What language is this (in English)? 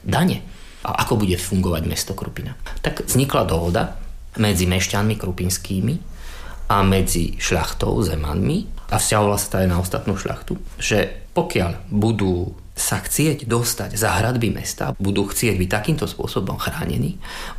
Slovak